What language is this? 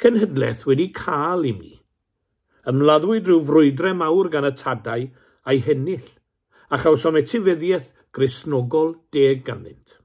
Welsh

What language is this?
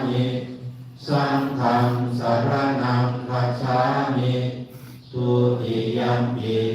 Pali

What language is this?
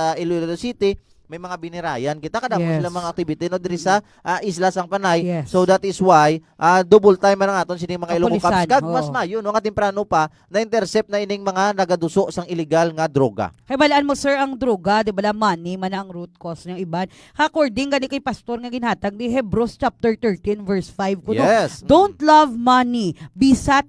Hiligaynon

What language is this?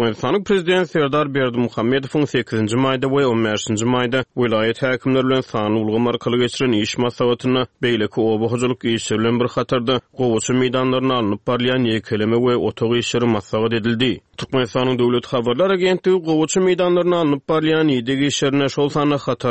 Turkmen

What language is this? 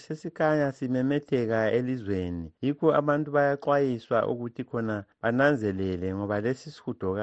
North Ndebele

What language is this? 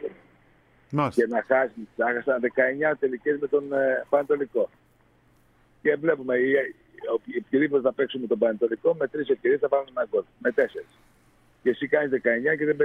Greek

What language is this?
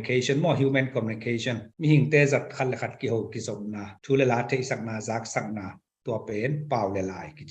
Tedim Chin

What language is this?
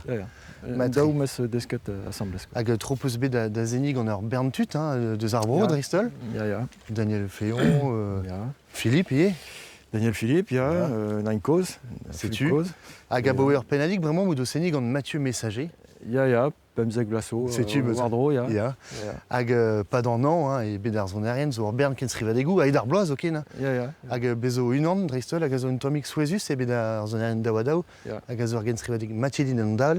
Breton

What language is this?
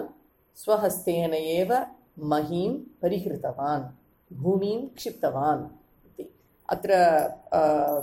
Sanskrit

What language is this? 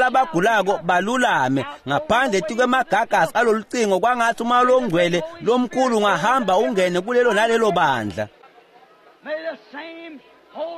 Swati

